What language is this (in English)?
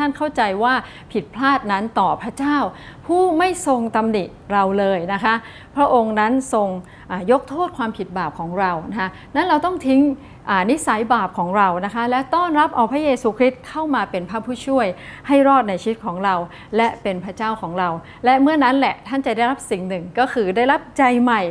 Thai